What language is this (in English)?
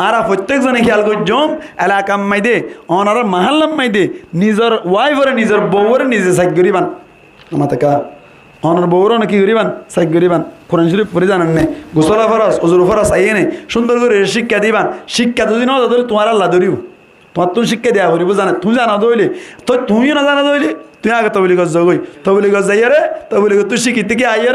Rohingya